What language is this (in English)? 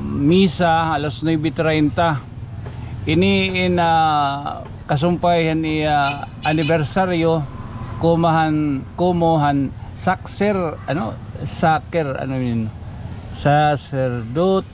Waray